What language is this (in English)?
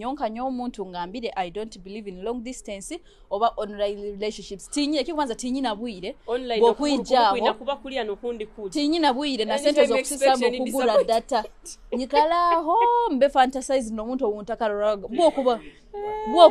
Nyoro